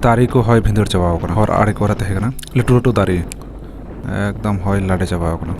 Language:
Santali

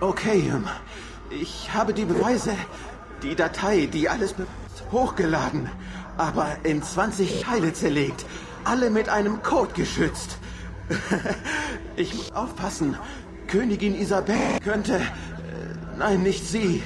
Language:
Bavarian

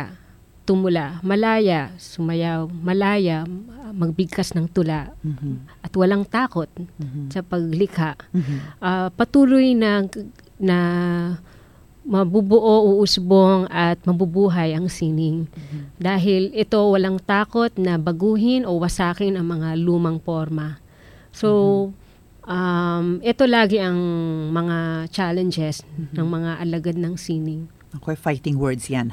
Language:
Filipino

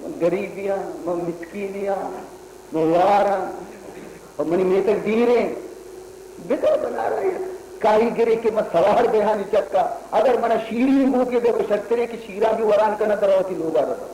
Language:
Baluchi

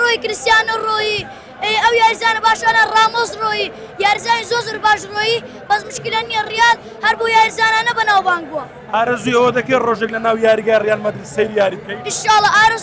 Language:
Central Kurdish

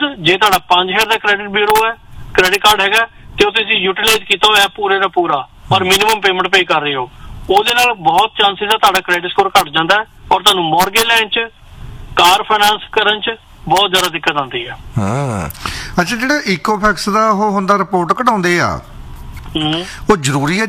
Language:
Punjabi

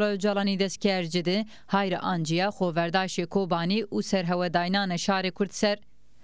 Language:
Zaza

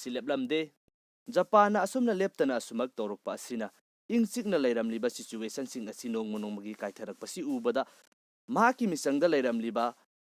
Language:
Manipuri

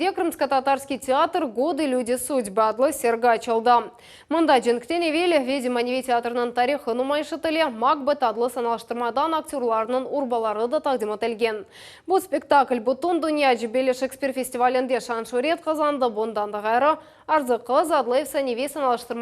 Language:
Crimean Tatar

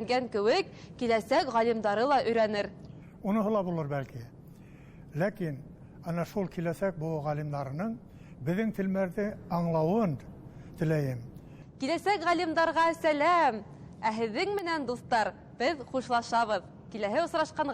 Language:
Bashkir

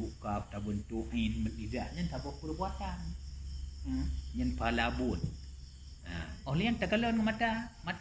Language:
Achinese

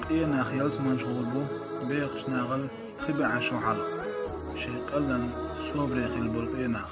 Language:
Chechen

